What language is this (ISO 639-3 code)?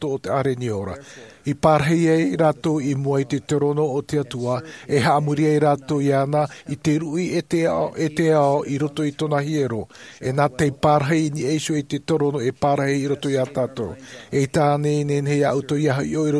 tah